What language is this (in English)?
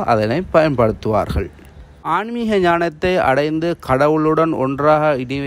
Tamil